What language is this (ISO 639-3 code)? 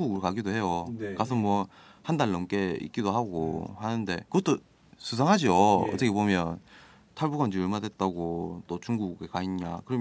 kor